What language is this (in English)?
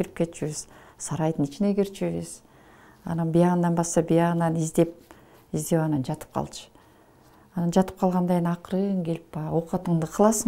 Kyrgyz